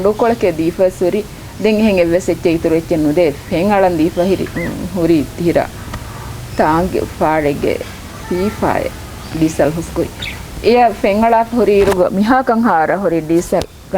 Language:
Divehi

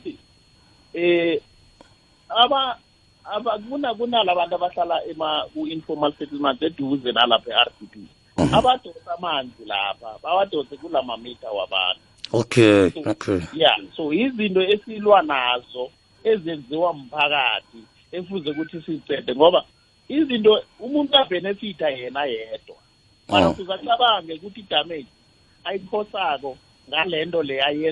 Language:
South Ndebele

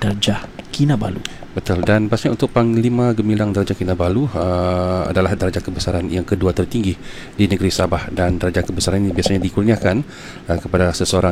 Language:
Malay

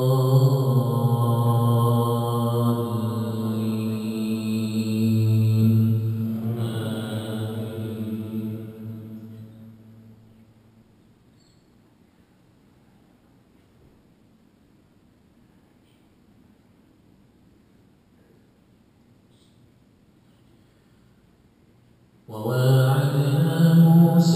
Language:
Arabic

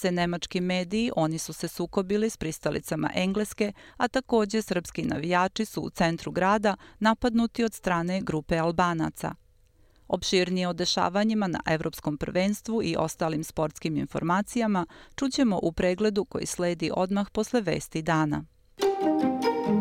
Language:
Bosnian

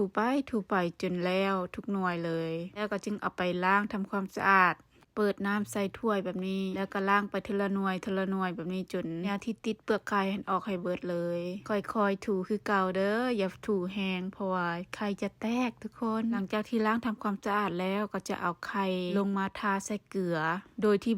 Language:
Lao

